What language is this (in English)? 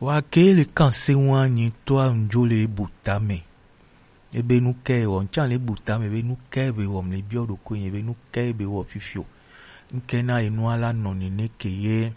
Gen